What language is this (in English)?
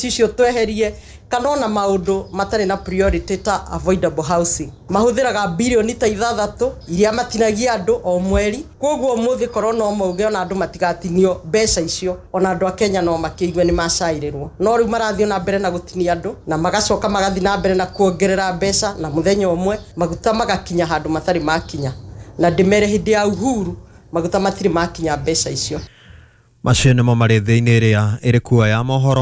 Kikuyu